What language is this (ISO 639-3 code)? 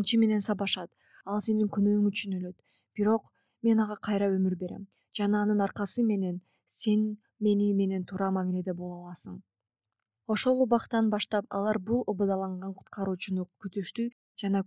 kir